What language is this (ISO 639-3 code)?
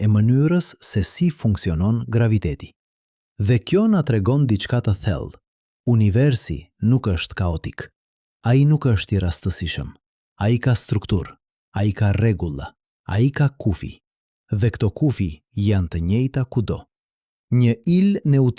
sqi